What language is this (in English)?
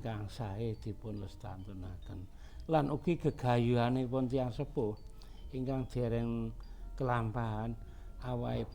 Javanese